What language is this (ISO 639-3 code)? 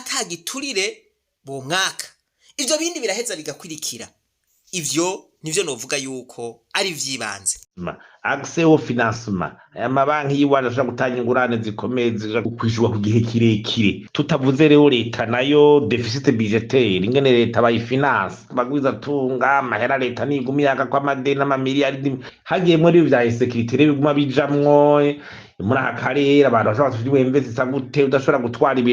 run